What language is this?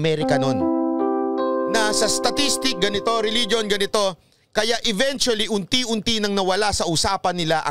Filipino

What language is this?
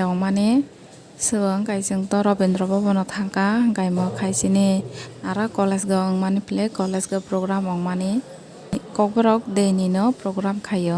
Kok Borok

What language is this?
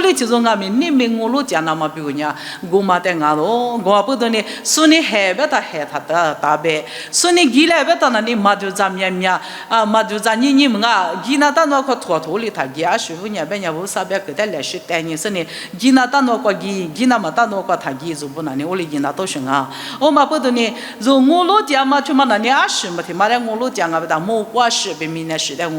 Lisu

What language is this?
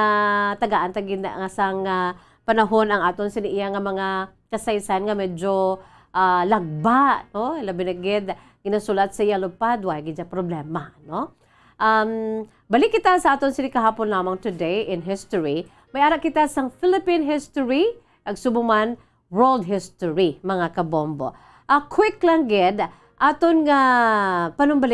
Hiligaynon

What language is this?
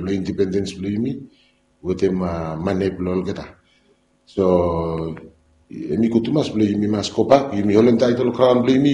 Bislama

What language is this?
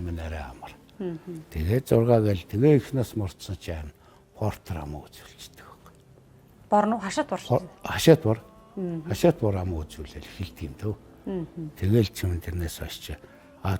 Mongolian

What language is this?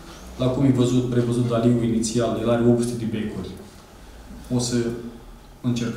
Romanian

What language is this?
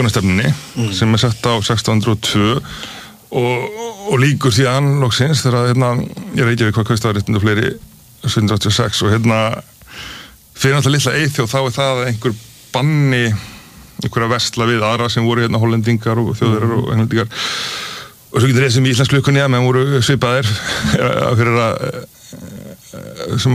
Icelandic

